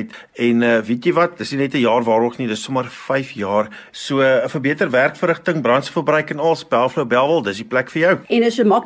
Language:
Afrikaans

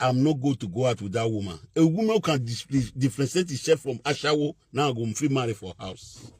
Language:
Nigerian Pidgin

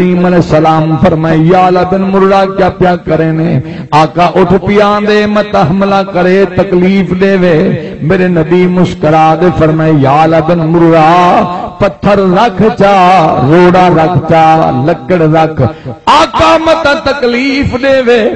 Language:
Saraiki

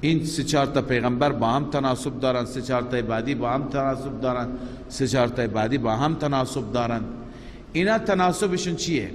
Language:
Persian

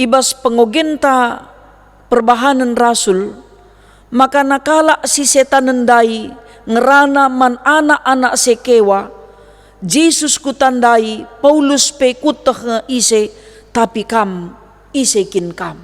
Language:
Batak Karo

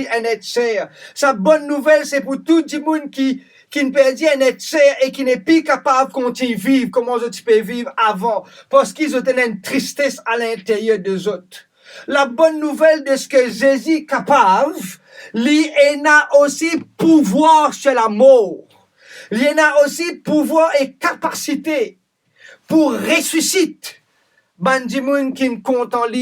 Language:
Morisyen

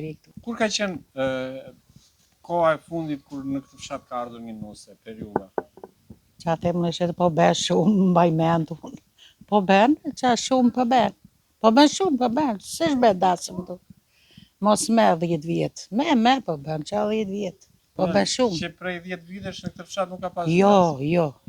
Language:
Albanian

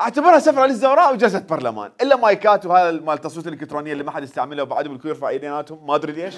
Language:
Mesopotamian Arabic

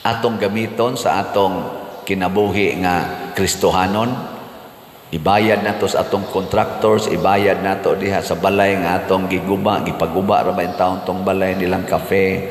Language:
Cebuano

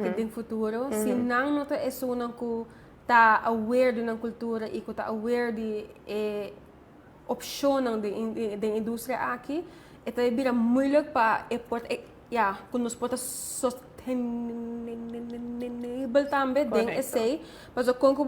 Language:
Papiamento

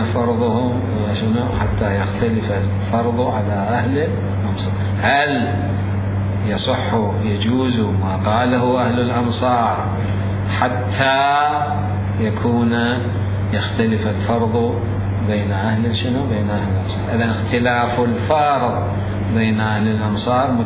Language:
Mesopotamian Arabic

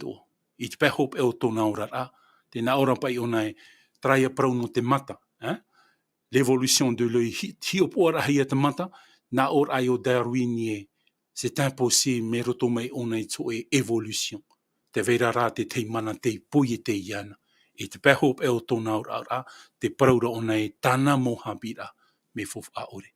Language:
Tahitian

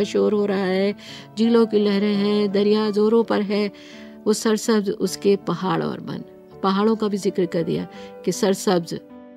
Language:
Urdu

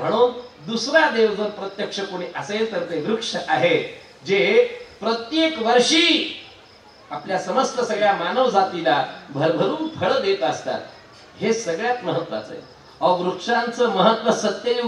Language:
Marathi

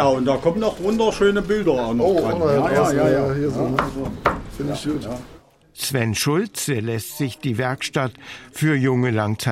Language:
German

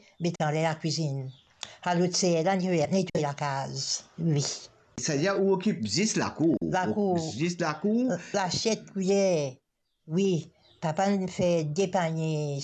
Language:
Morisyen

